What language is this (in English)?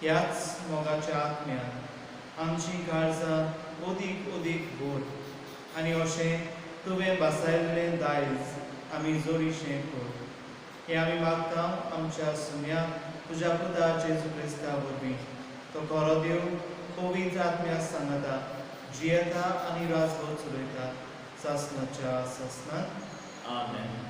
Konkani